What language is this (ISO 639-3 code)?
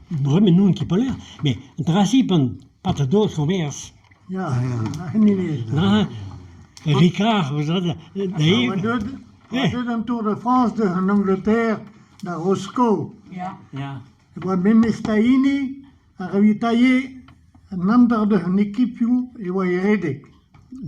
bre